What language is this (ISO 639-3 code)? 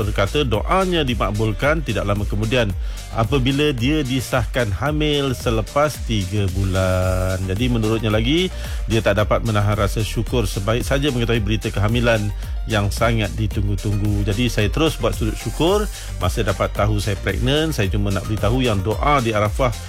msa